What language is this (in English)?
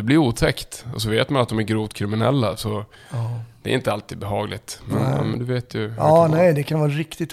Swedish